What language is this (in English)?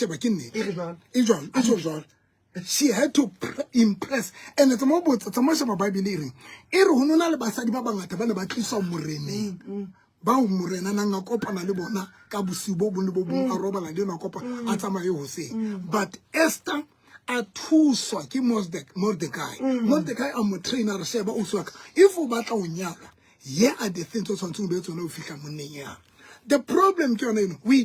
Southern Sotho